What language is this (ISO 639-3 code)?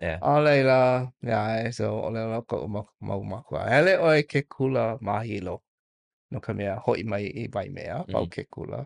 haw